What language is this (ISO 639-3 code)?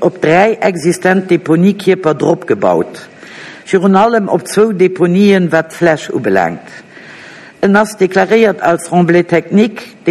ltz